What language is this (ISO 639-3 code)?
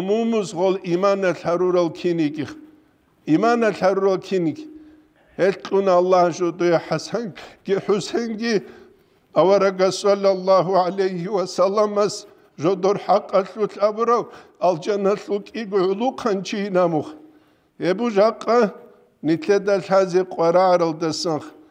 ava